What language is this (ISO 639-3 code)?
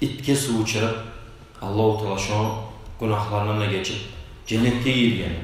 kum